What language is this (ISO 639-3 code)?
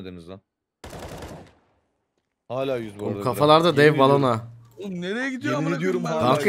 tur